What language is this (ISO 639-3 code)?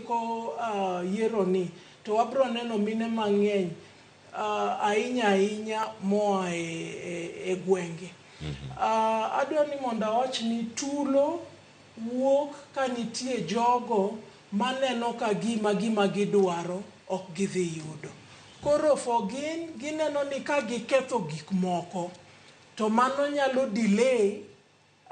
luo